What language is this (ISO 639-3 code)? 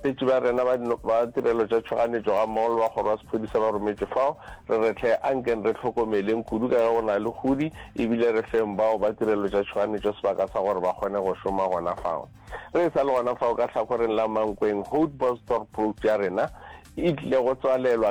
nso